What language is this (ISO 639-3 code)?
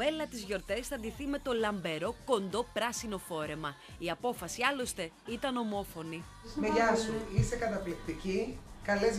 ell